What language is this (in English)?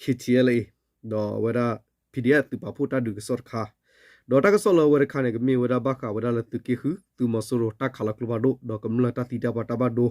S'gaw Karen